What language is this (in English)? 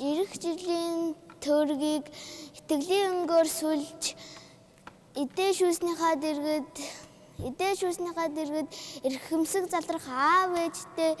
Mongolian